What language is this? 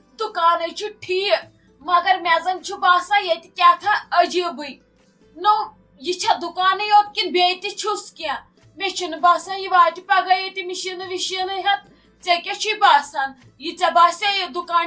Kashmiri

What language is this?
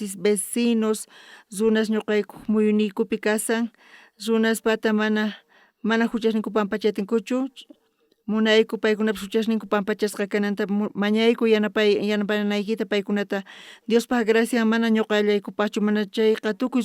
South Bolivian Quechua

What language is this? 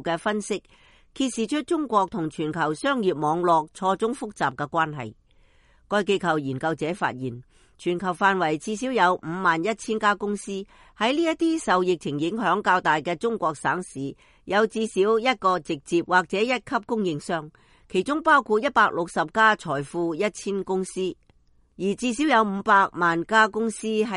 Cantonese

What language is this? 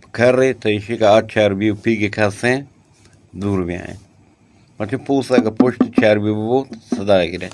Eastern Balochi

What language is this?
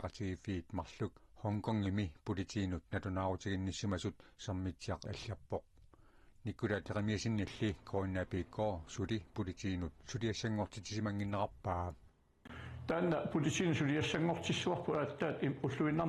Kalaallisut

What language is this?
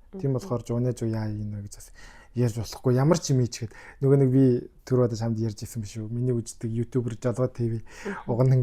Mongolian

